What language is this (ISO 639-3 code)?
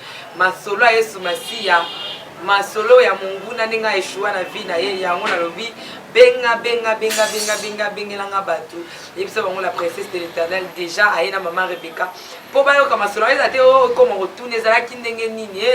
lin